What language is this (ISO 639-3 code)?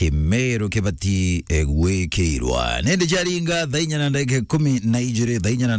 mer